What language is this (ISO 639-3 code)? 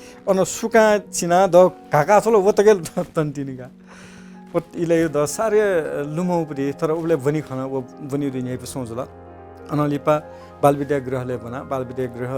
new